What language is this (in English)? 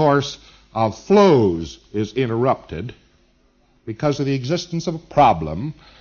English